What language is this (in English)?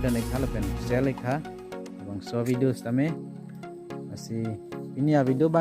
Karbi